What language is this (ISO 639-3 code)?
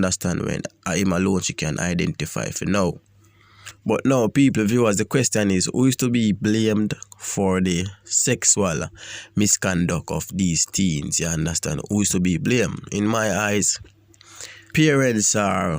jam